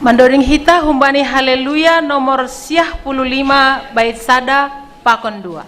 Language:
Batak Simalungun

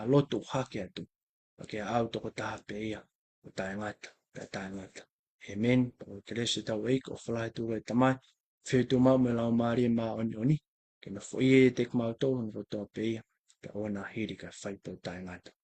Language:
Tongan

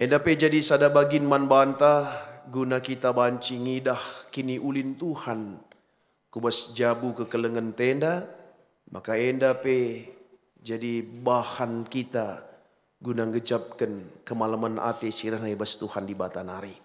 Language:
Batak Karo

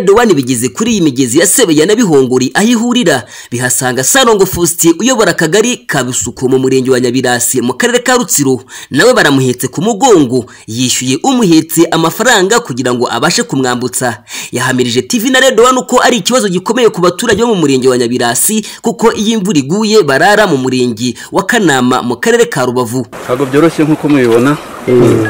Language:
Kinyarwanda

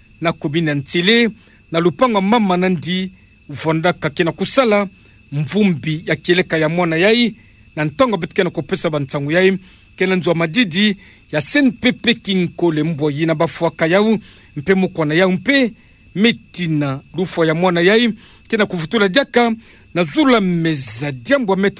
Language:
Kituba (Democratic Republic of Congo)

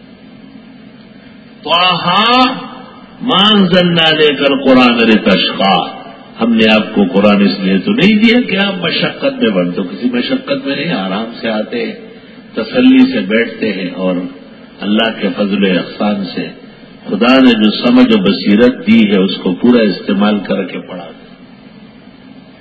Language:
Urdu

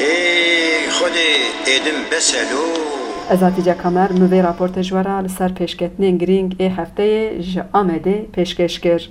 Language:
Kurdish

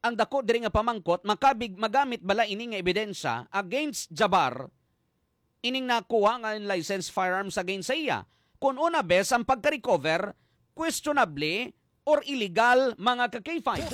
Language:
Hiligaynon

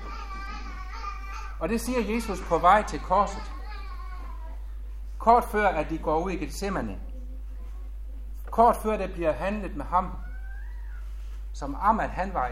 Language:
Danish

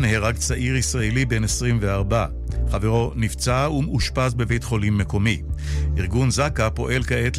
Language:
Hebrew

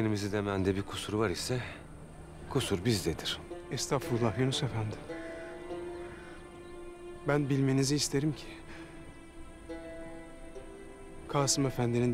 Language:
Turkish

